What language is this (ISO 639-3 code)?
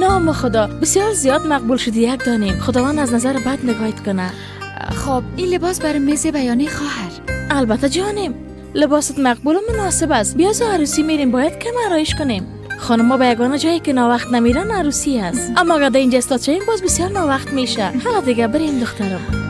fas